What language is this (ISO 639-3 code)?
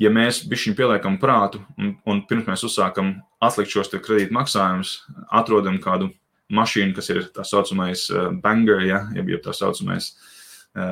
lav